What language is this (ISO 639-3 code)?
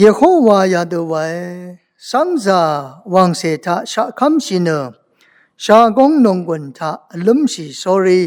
raw